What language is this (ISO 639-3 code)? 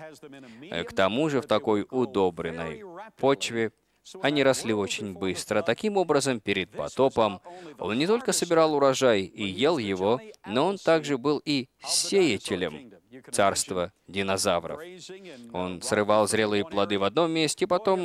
rus